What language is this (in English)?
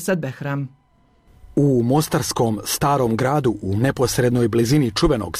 Croatian